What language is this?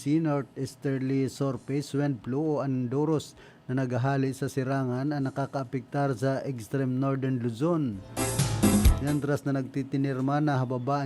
Bikol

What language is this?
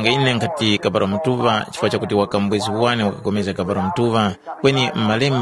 Tumbuka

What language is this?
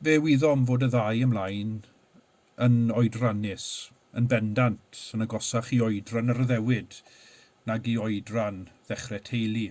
Welsh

